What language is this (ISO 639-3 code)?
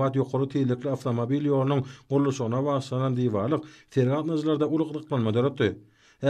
tuk